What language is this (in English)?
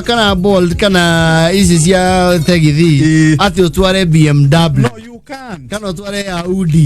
Kikuyu